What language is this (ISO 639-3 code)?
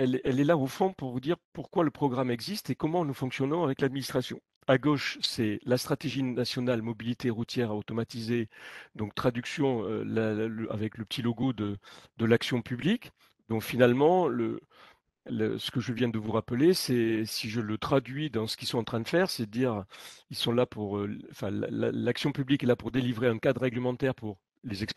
fra